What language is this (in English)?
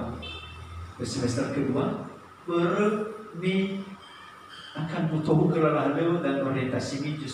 Nias